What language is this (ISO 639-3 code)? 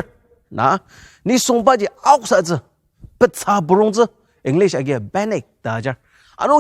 njo